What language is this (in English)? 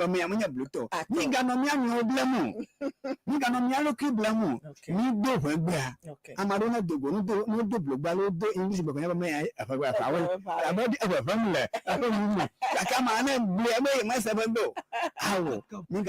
Ewe